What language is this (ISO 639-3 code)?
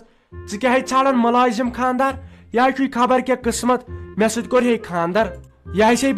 kas